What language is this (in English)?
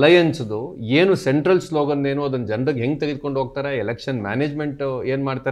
Kannada